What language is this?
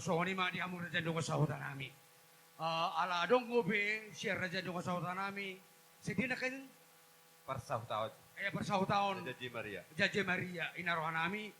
Batak Toba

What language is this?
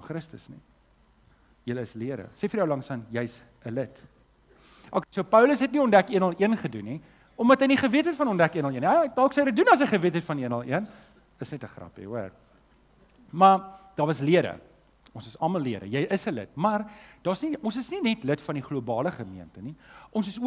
Afrikaans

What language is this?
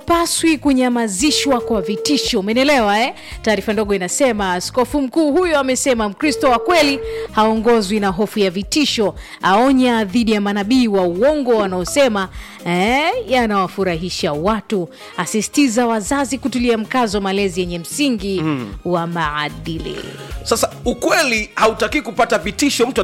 Swahili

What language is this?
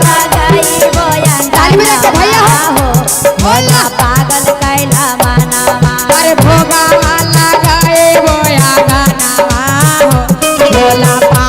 Magahi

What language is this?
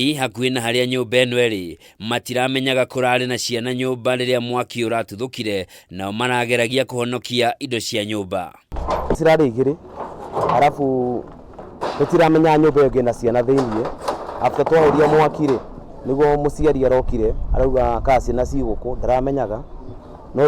Kikuyu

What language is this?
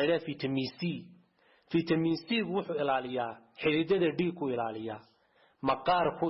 Somali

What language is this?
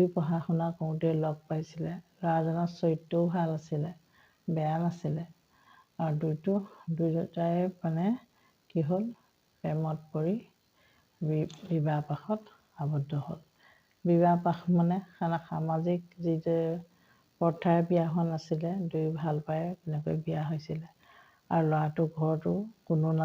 Assamese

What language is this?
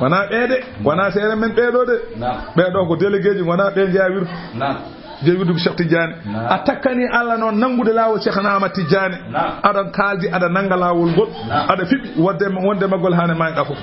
Fula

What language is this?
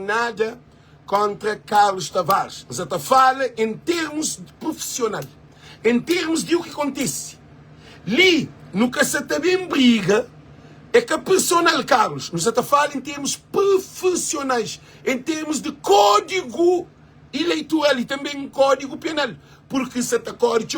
Kabuverdianu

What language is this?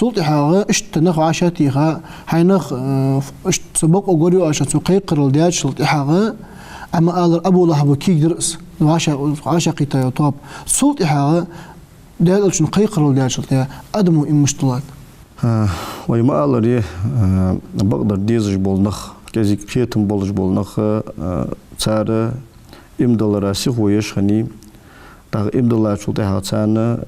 Ingush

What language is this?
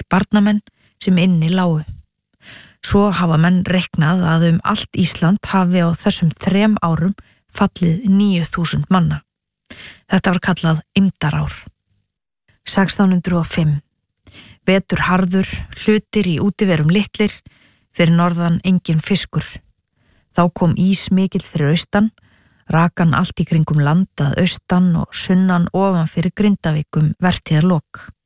Icelandic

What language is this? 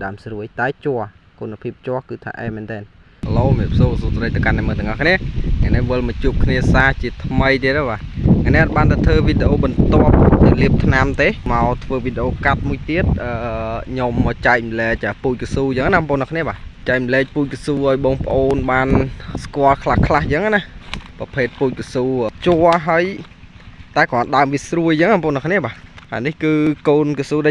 Khmer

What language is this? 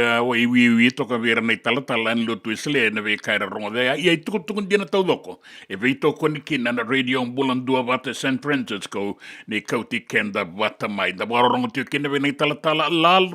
Fijian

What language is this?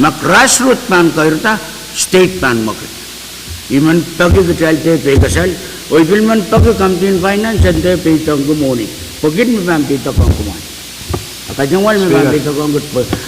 Pohnpeian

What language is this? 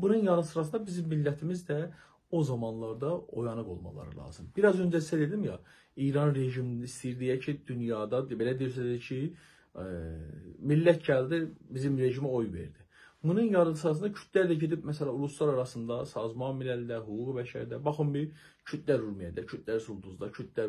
South Azerbaijani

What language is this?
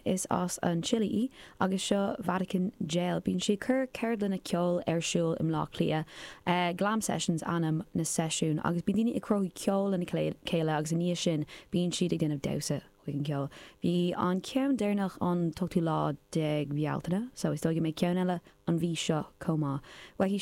Irish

